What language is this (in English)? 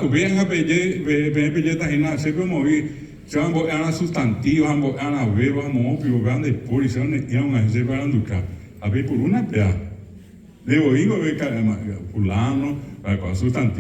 Guarani